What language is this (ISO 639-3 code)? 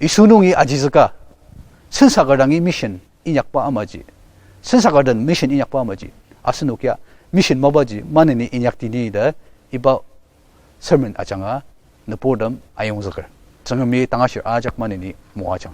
njo